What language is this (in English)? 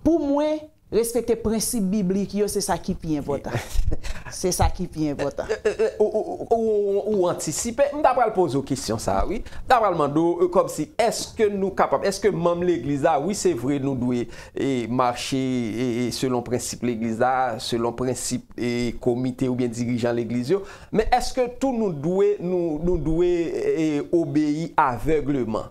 Haitian Creole